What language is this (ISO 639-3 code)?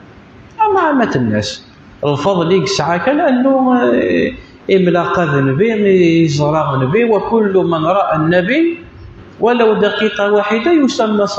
kab